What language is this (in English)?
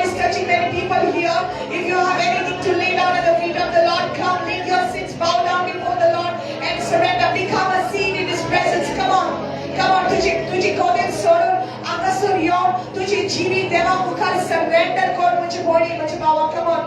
Konkani